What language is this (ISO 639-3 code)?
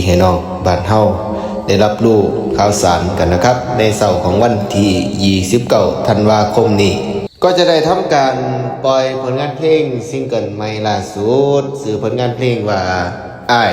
tts